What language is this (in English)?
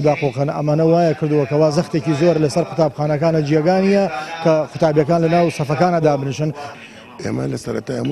Central Kurdish